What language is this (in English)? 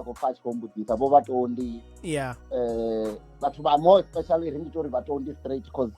Venda